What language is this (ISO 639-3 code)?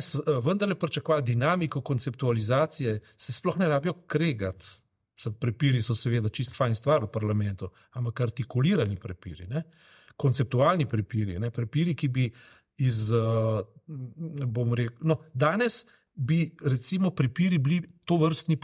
slv